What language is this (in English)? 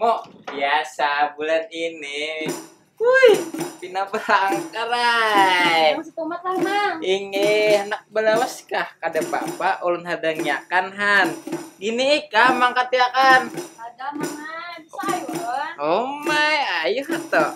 Banjar